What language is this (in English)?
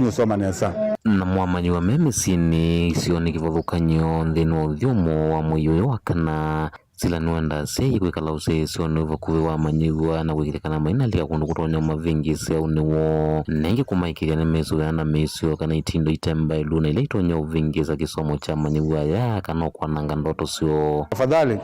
Kamba